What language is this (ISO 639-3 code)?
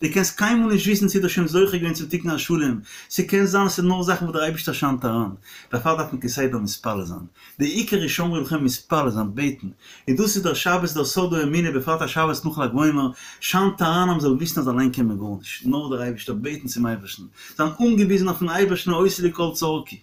yid